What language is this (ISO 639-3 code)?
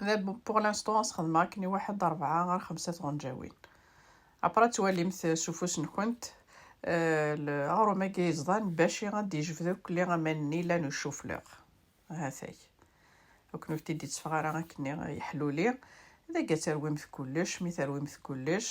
kab